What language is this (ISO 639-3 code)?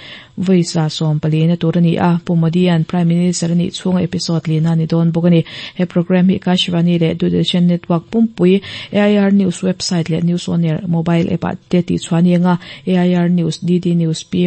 lus